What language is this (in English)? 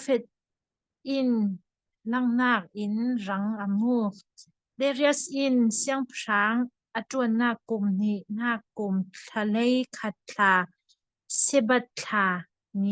Falam Chin